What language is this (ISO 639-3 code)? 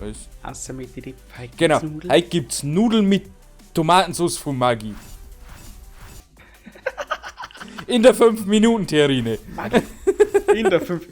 bar